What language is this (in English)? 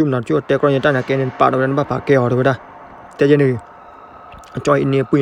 S'gaw Karen